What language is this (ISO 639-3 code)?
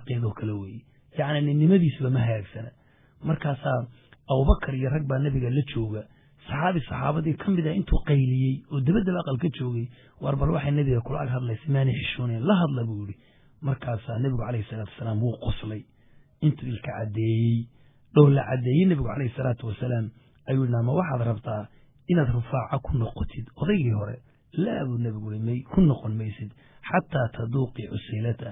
som